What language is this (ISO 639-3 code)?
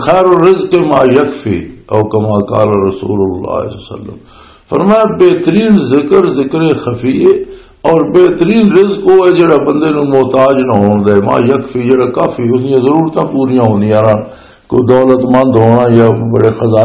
lah